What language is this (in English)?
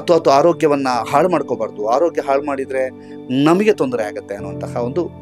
Kannada